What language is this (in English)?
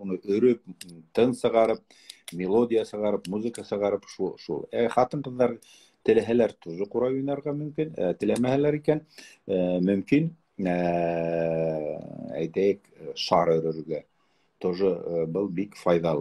Bashkir